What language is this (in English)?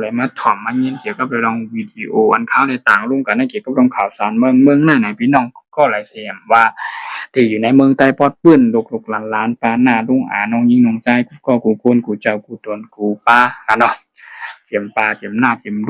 Shan